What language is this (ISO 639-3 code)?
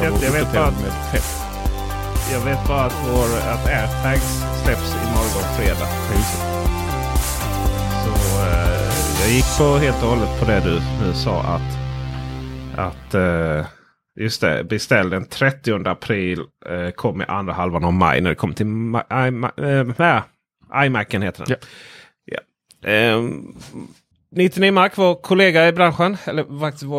swe